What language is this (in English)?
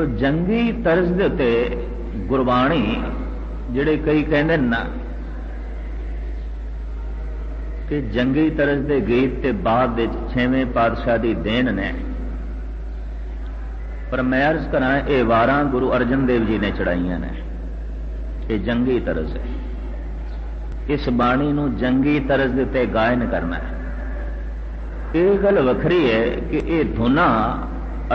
Punjabi